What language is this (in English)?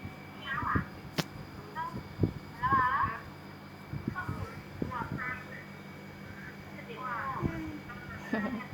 Lao